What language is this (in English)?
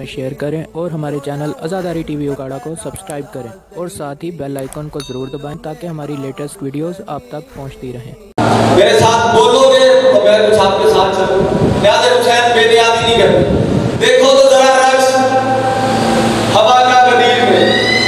Urdu